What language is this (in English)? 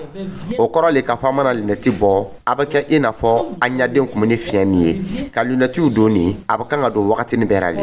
Dyula